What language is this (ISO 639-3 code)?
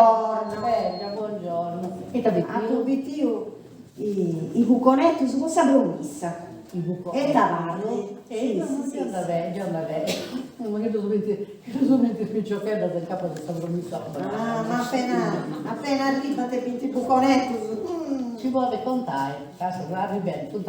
srd